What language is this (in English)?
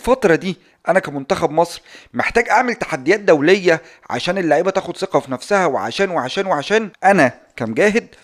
Egyptian Arabic